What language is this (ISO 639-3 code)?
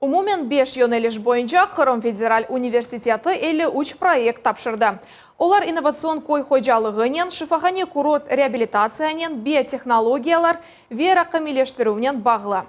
crh